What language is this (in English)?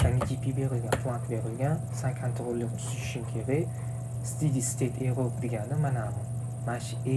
Uzbek